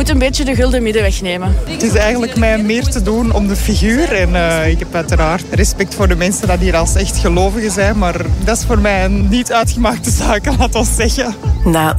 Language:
Dutch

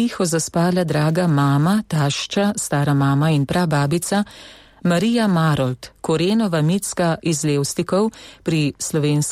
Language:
Slovenian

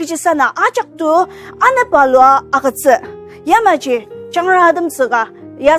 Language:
Ao Naga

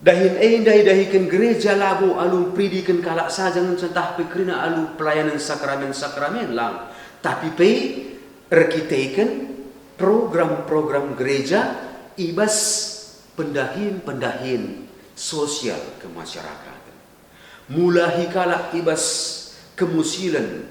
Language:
Batak Karo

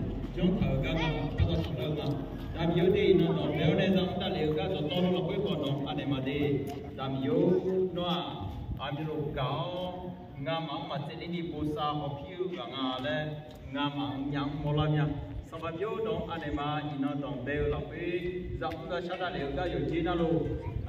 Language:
Akha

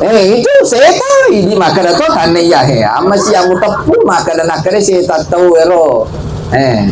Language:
Buginese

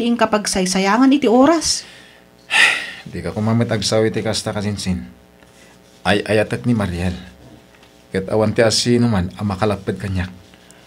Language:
Iloko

